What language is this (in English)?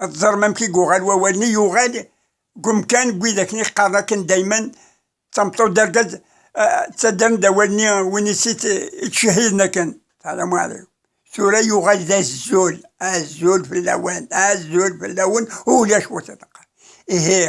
Kabyle